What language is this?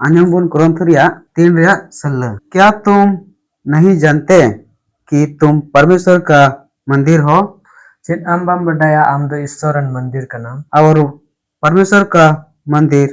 Santali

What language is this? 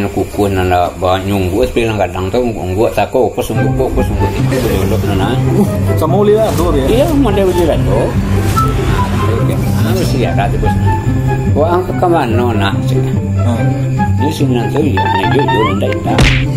Minangkabau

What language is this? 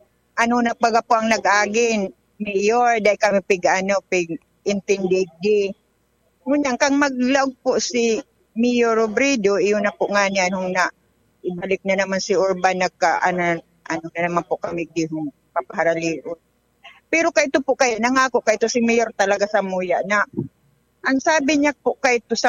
Bikol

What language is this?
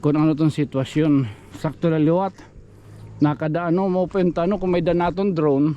Waray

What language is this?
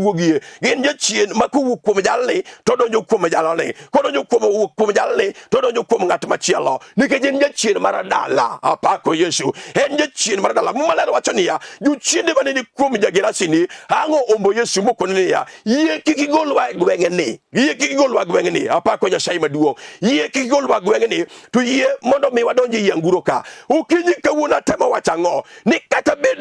Luo (Kenya and Tanzania)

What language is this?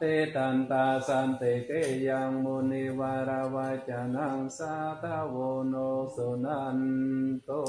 Pali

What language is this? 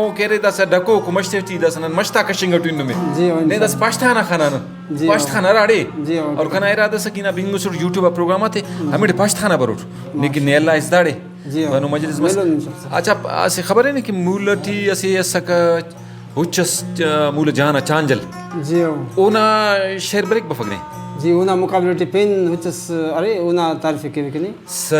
Brahui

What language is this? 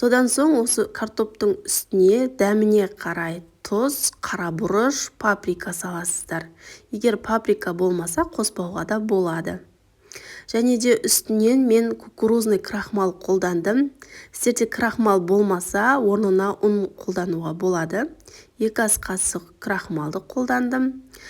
Kazakh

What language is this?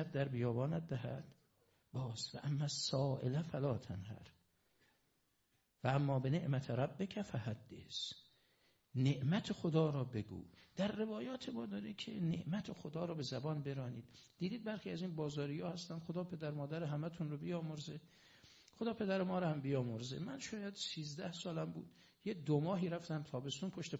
Persian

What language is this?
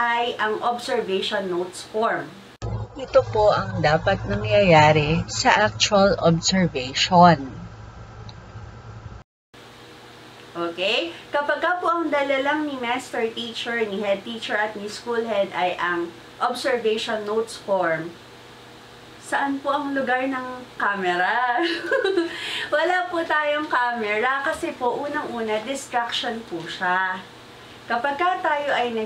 Filipino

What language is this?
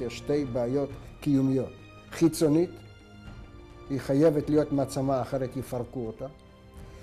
Hebrew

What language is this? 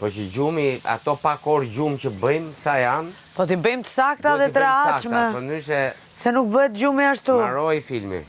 Albanian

